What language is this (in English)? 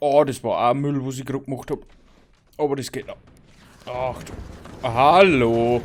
Bavarian